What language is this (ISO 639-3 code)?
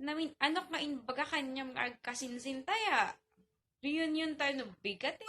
ilo